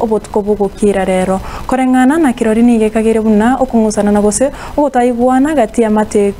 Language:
Gusii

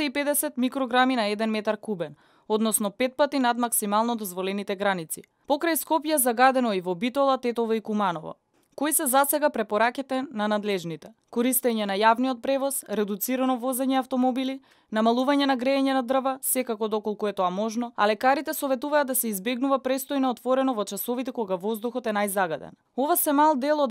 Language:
Macedonian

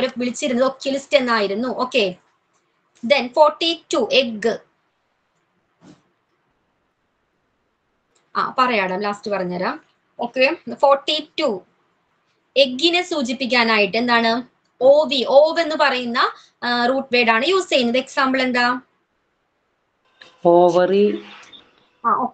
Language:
Malayalam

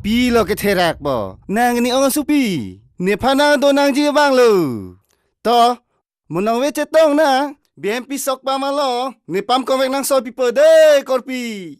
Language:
Karbi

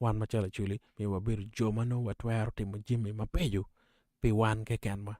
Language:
Acoli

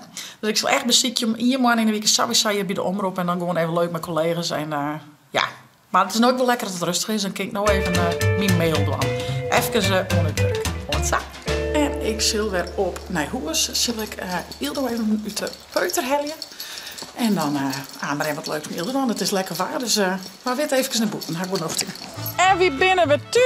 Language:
Western Frisian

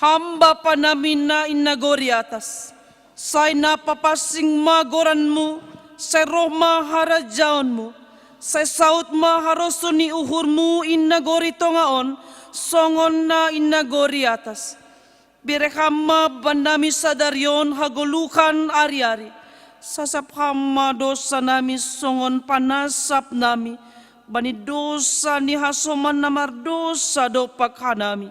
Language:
Batak Simalungun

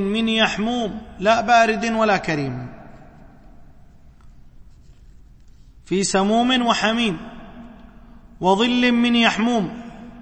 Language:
Arabic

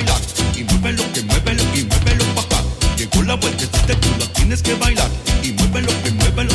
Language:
Spanish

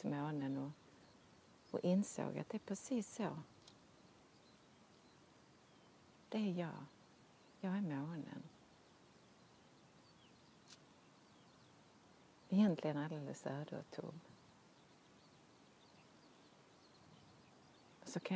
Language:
Swedish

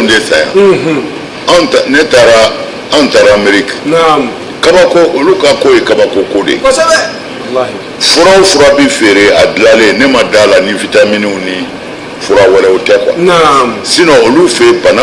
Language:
Bambara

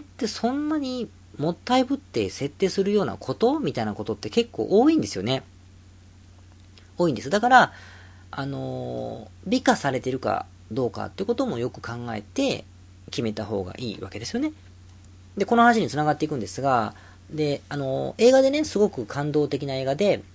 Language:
Japanese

